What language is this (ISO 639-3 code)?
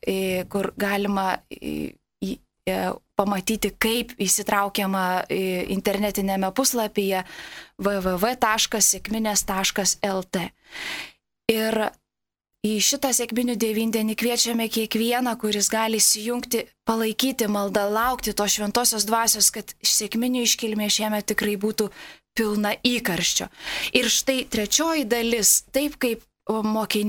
lit